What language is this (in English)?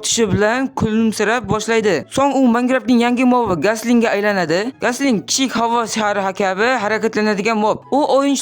Uzbek